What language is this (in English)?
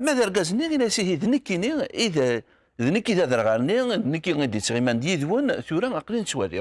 Kabyle